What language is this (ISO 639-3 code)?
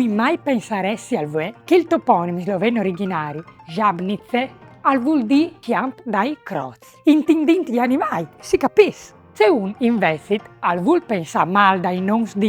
fur